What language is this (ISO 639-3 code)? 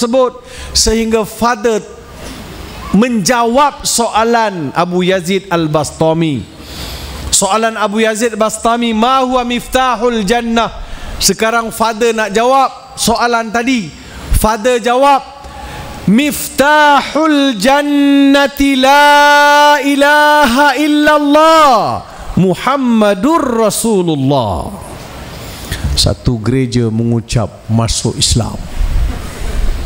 msa